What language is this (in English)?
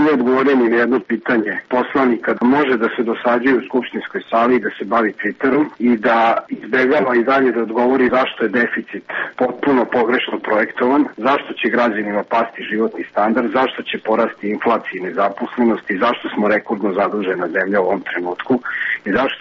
Serbian